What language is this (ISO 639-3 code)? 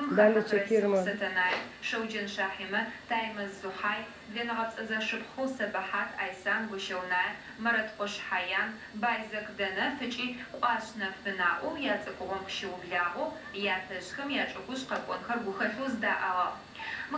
ady